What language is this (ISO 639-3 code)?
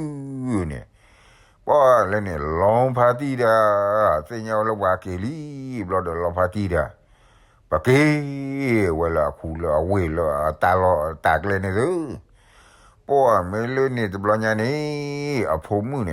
ksw